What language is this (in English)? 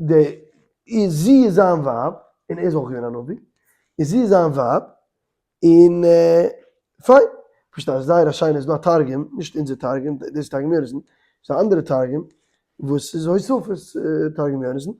Yiddish